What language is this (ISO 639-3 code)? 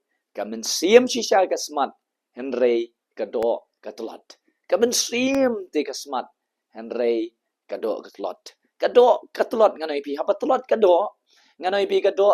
kha